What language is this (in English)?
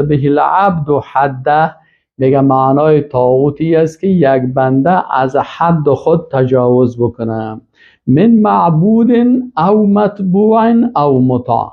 Persian